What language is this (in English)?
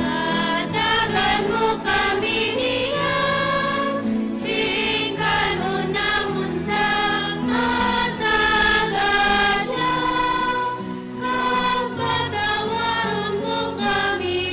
Hiligaynon